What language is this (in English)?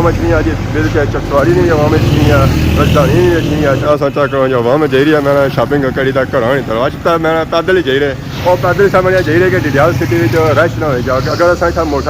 Pahari-Potwari